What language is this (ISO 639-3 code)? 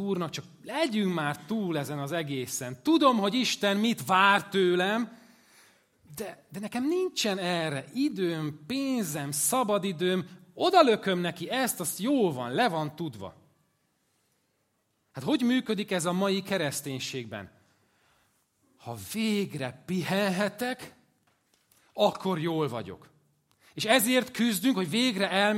hun